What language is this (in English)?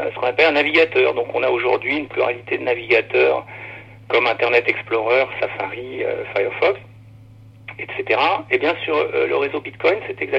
French